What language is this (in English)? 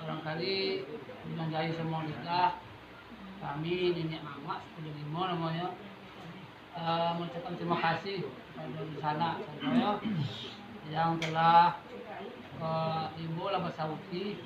Minangkabau